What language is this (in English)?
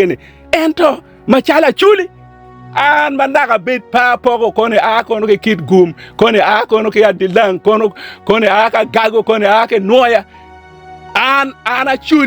Acoli